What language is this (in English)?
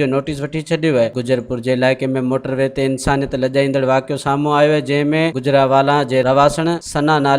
Sindhi